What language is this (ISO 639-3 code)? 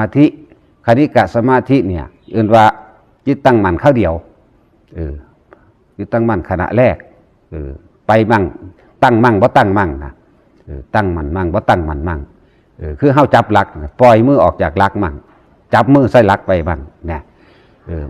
tts